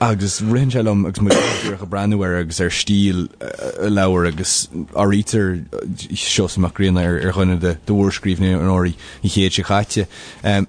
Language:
Irish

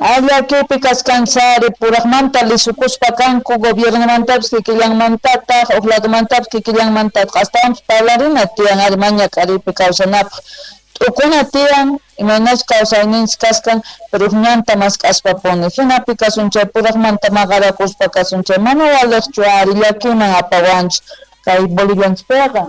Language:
South Bolivian Quechua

